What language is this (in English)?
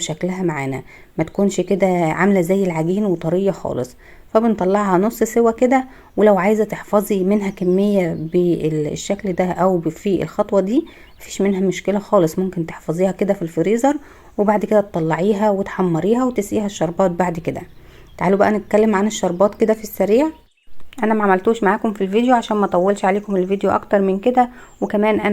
Egyptian Arabic